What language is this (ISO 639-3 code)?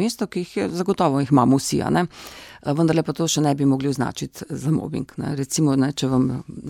slv